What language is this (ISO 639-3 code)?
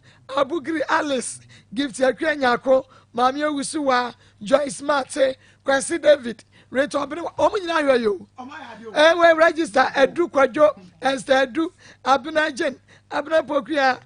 aka